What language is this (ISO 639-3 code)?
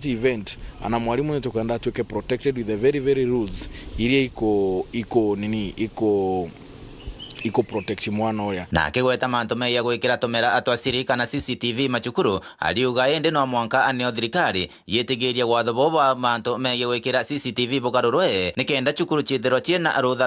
mer